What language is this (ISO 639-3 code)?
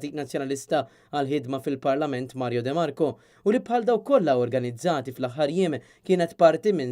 mlt